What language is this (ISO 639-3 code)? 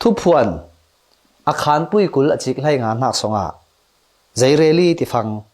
cfm